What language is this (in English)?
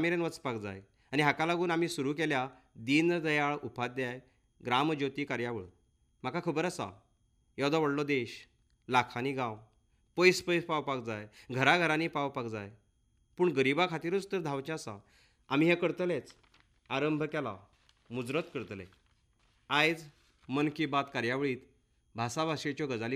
Konkani